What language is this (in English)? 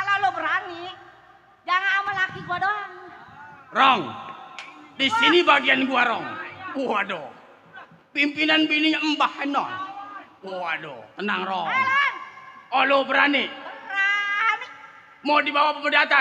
Betawi